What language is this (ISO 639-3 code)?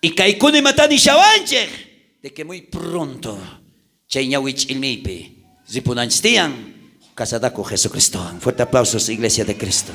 quh